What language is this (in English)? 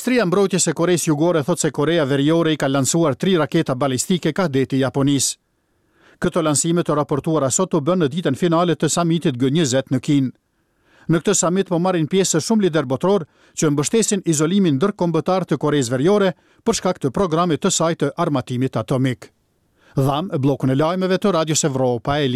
Albanian